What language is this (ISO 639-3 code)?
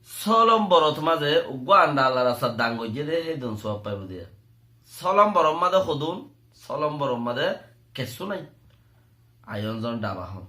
rhg